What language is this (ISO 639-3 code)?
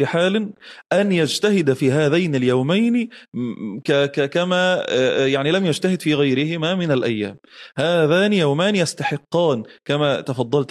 ara